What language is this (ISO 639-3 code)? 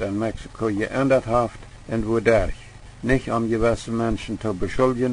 pdt